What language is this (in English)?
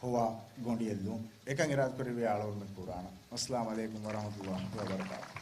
Divehi